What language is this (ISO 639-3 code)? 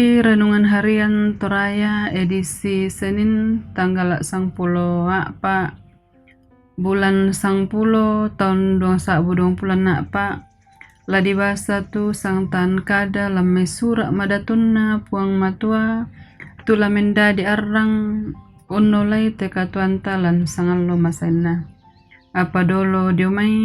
sda